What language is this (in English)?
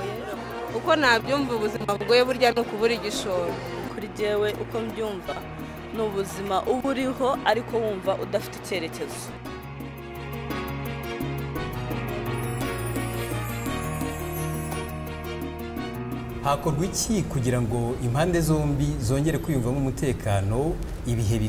Kinyarwanda